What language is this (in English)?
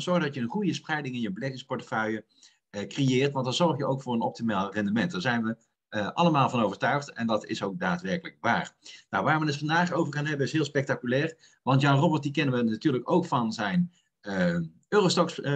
Dutch